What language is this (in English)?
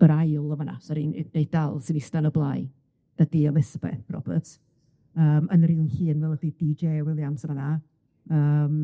Welsh